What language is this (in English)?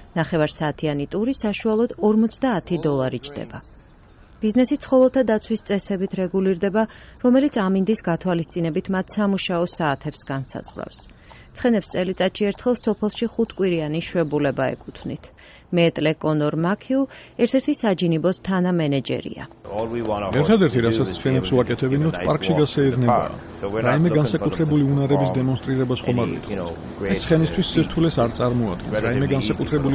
Georgian